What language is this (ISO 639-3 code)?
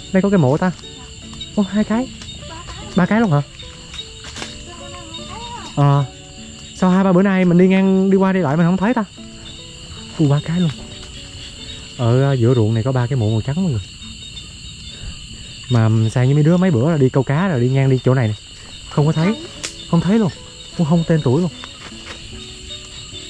vie